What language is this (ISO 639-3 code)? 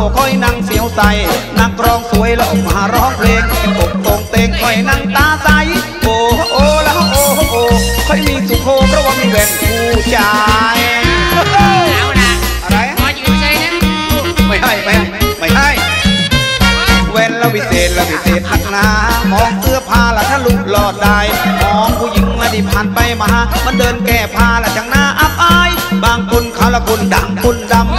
tha